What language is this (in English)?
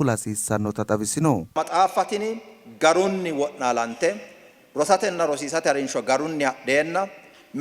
Sidamo